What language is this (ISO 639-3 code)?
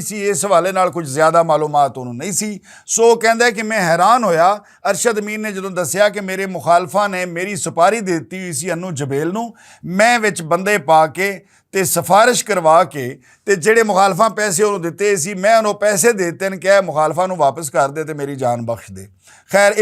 lah